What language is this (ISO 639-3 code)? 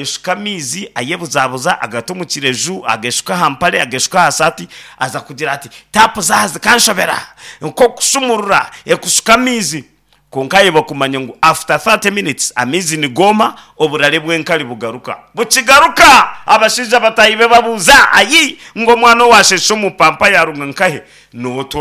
nyn